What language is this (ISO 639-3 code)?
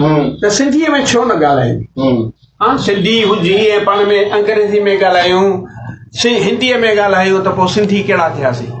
snd